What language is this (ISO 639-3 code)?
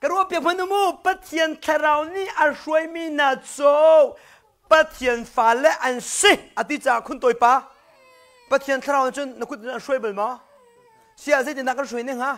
cnh